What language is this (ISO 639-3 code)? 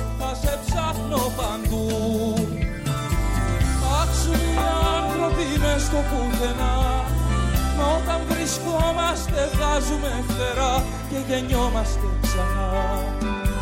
ell